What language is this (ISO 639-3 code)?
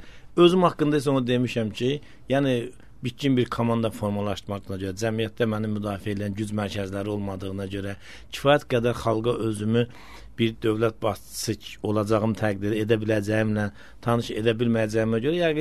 aze